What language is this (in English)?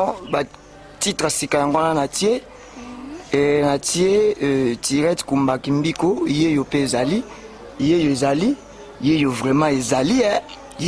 Lingala